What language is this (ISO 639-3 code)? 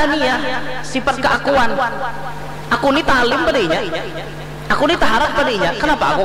bjn